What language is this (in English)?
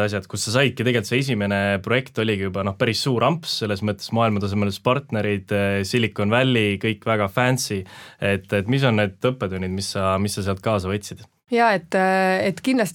Estonian